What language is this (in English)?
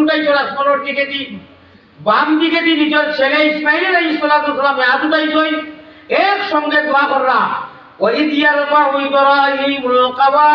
Sylheti